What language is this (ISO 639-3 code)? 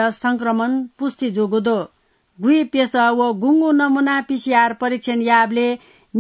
new